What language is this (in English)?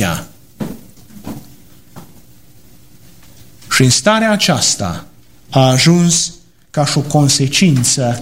Romanian